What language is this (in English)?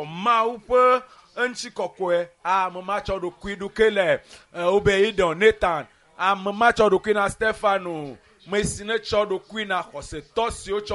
Ewe